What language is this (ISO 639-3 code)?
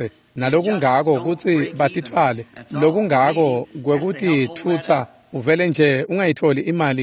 ssw